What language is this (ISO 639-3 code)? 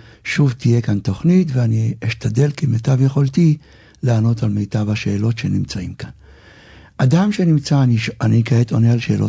heb